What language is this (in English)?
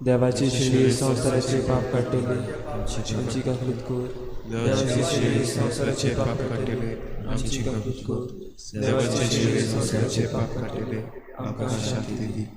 Konkani